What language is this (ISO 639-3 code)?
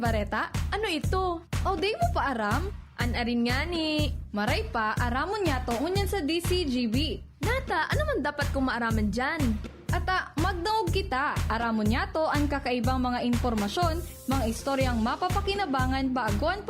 bik